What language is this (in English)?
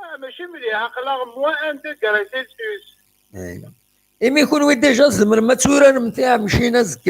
Kabyle